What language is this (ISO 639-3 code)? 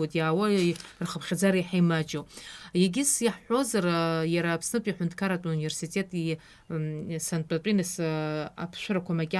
abk